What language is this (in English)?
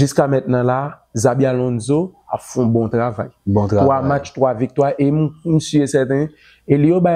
Haitian Creole